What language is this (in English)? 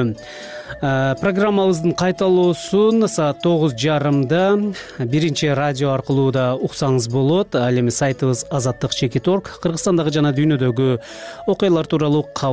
Kyrgyz